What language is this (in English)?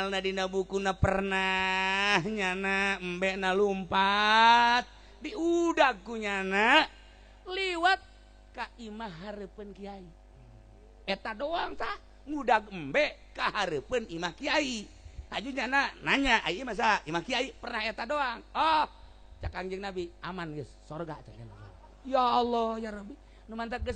Sundanese